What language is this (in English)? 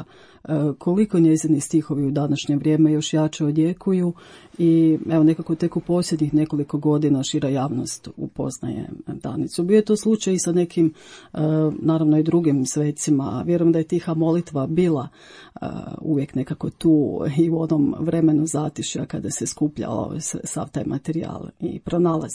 Croatian